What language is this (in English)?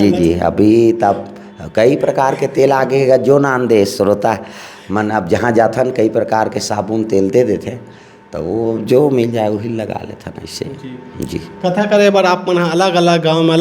Chhattisgarhi